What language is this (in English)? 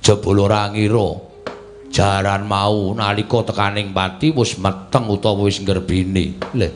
Javanese